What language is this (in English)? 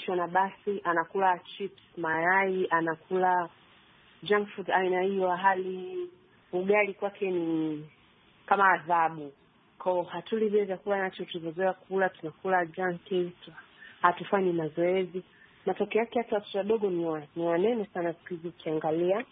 Swahili